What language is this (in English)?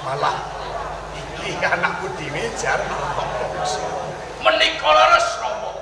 Javanese